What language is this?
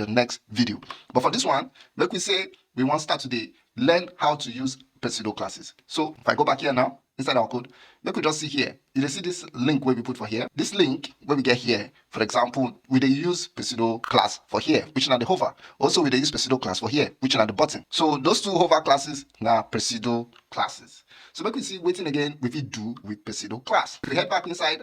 Nigerian Pidgin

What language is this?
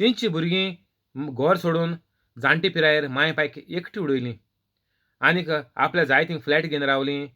Konkani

